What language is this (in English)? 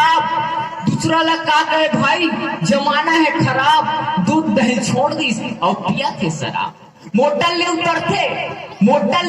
Chhattisgarhi